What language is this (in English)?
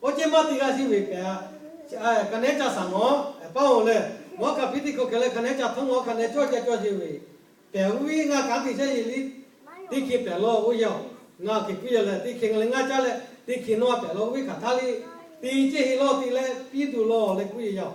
Lahu